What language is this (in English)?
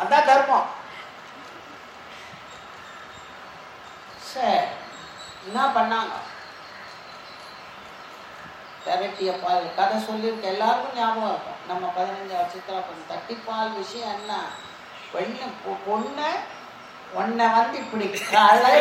Tamil